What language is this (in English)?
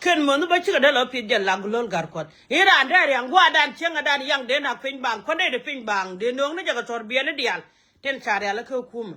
Nuer